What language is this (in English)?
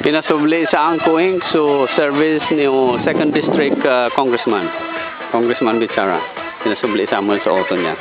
Bikol